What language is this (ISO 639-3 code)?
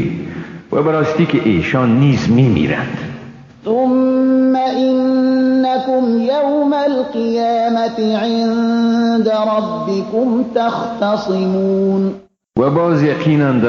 fas